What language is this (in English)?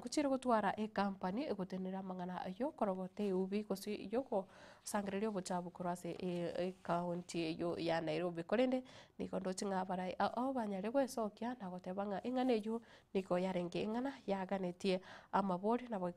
Gusii